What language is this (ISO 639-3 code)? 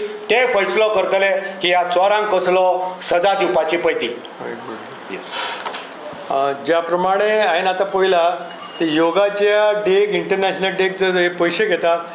kok